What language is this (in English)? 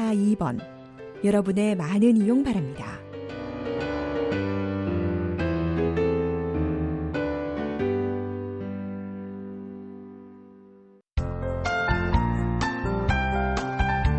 Korean